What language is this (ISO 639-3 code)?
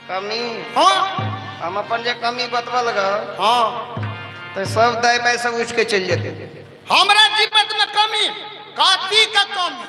mai